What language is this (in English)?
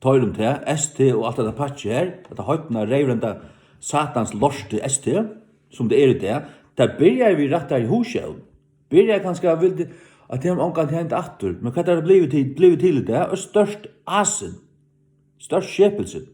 Faroese